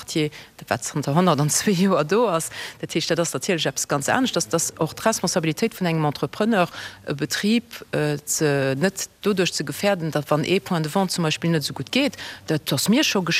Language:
Luxembourgish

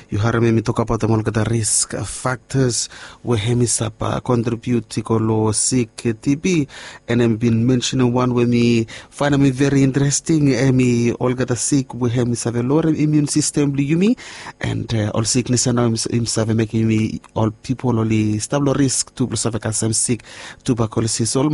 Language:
Bislama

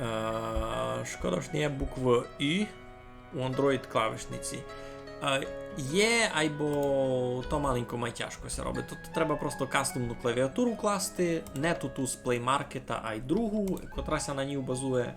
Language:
Rusyn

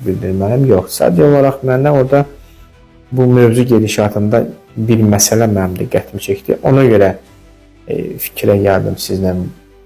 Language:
Azerbaijani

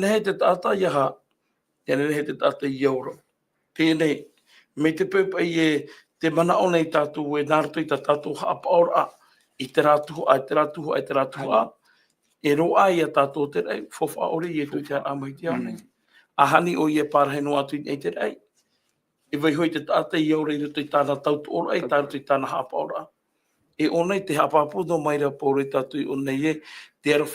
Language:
Tahitian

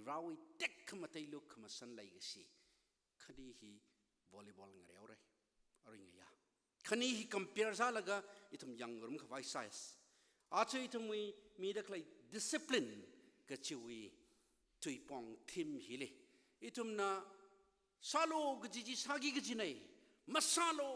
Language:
Tangkhul Naga (India)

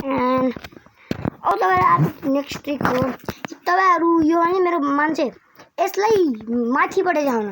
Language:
Nepali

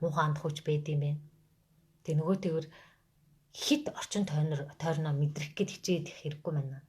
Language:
Mongolian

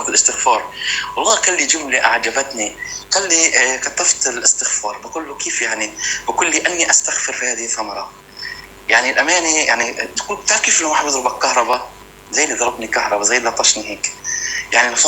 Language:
North Levantine Arabic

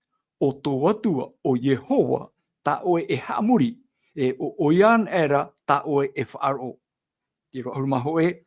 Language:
Tahitian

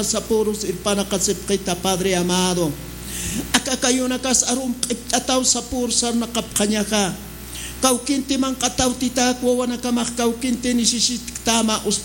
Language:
Aymara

